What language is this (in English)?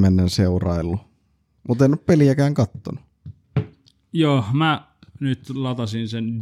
Finnish